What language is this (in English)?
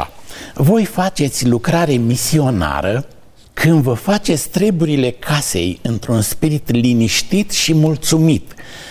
Romanian